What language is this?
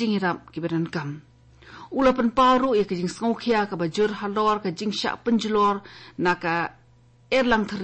Khasi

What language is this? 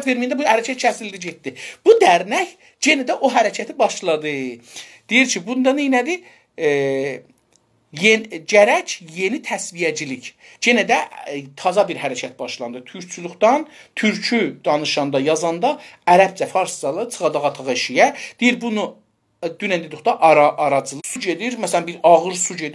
South Azerbaijani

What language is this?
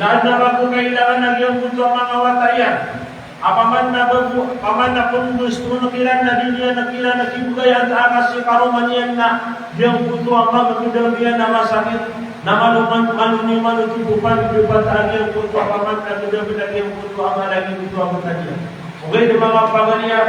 Maranao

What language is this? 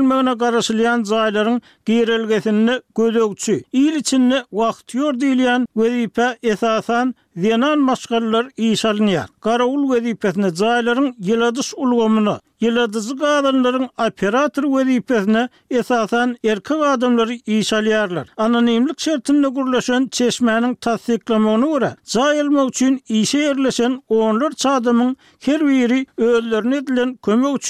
Turkmen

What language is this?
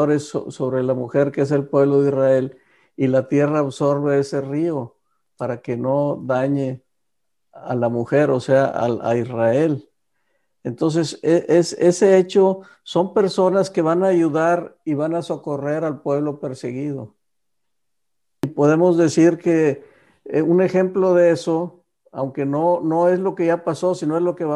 Spanish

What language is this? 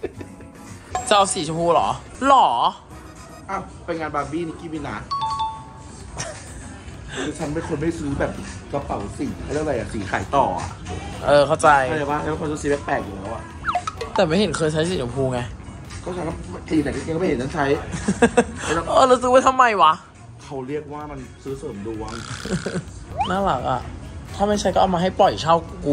Thai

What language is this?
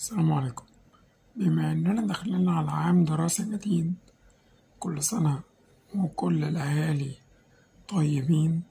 Egyptian Arabic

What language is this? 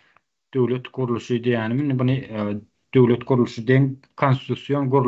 Turkmen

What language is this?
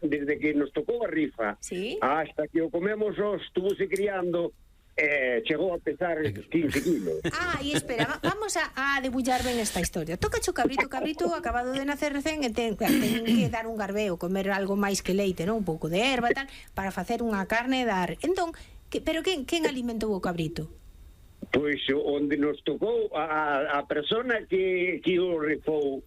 Galician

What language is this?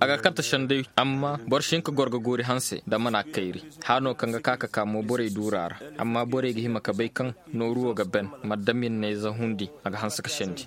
Koyraboro Senni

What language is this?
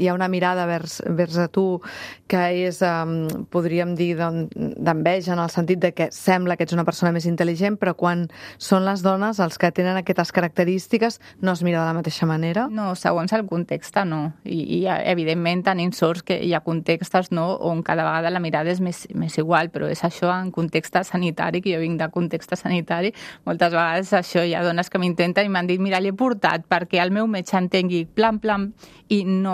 Catalan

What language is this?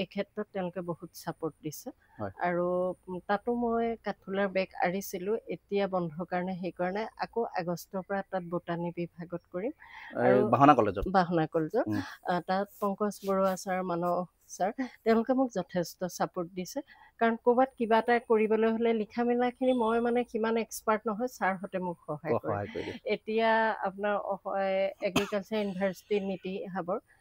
Assamese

